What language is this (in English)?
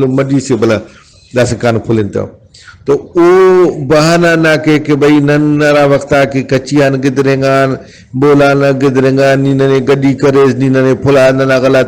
Brahui